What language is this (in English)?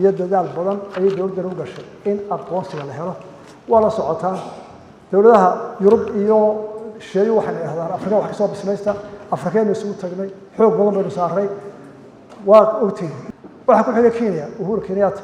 Somali